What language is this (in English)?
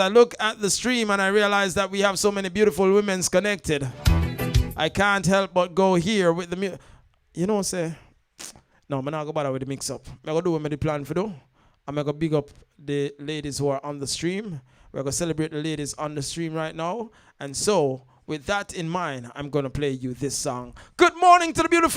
Jamaican Creole English